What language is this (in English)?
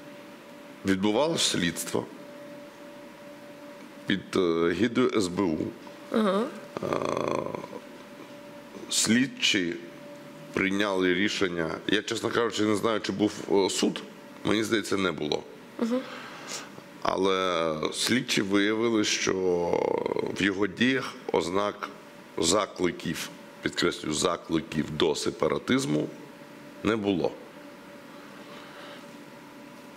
Ukrainian